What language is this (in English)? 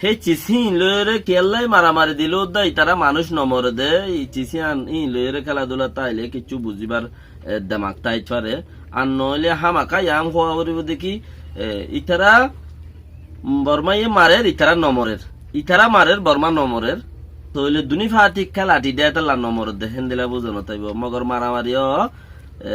Rohingya